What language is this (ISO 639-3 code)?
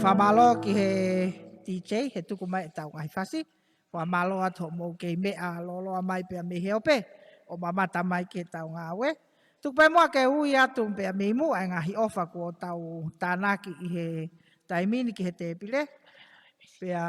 ton